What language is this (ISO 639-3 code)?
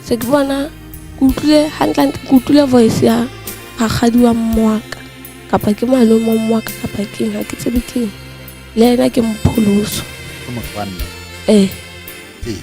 sot